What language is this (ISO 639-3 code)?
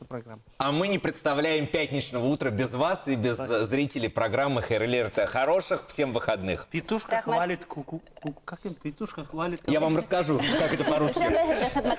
bak